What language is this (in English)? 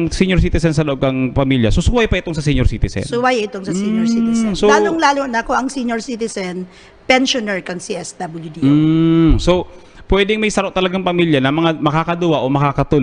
Bikol